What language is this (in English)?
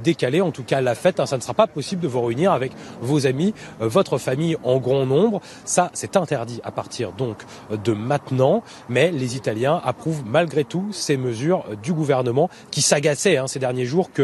French